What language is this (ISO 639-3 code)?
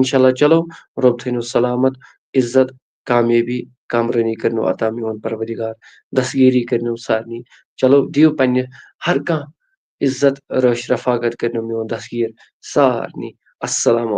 kas